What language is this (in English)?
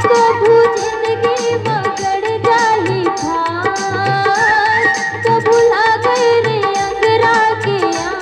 Chhattisgarhi